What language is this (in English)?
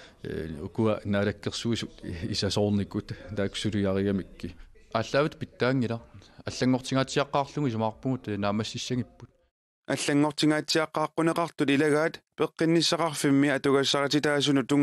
Kalaallisut